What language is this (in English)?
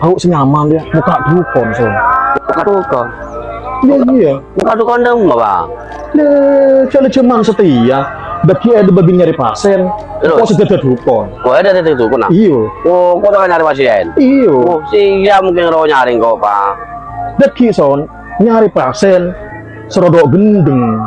Madurese